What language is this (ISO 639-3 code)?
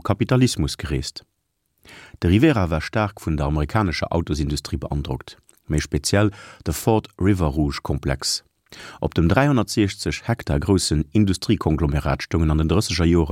ltz